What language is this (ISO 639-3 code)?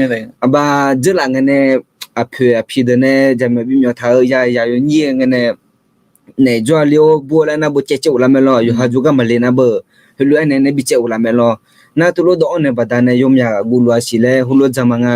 ahk